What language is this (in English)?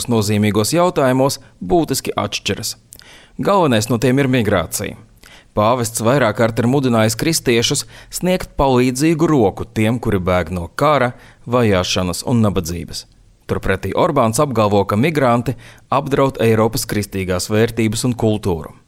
Latvian